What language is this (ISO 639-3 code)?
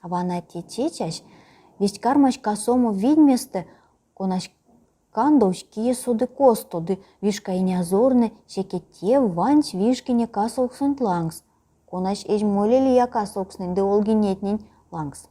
myv